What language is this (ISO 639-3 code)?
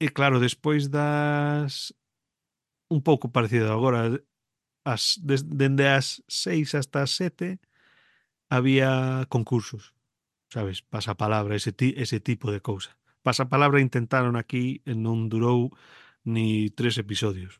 glg